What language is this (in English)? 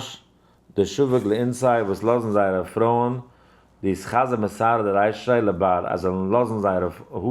Yiddish